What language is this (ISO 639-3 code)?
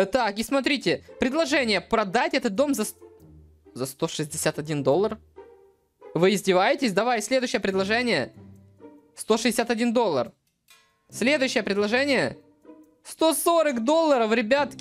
rus